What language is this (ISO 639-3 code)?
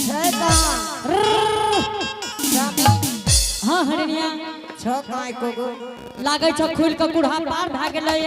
anp